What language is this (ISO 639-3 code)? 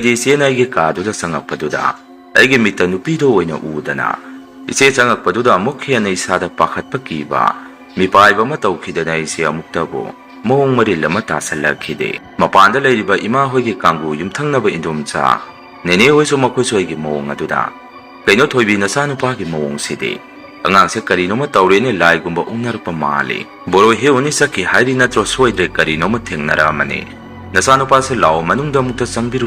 mni